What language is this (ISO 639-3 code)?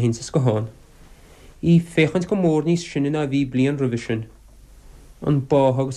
gle